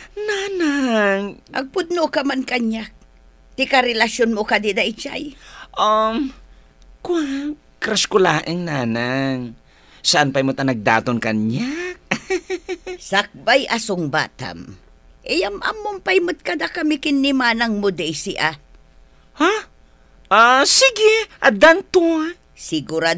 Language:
Iloko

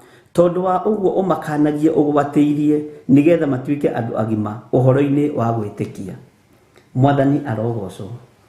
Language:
Kikuyu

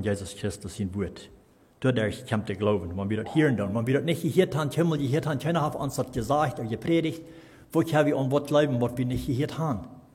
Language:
Plautdietsch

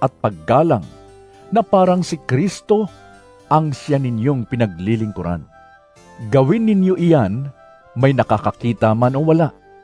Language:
Filipino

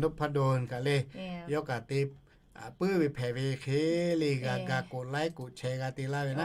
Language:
Lahu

